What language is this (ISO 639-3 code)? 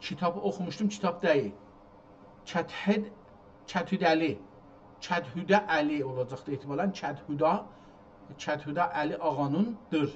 azb